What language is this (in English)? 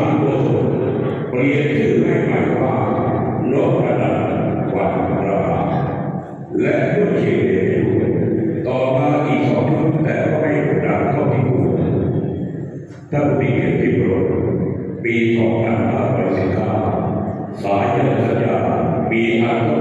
Thai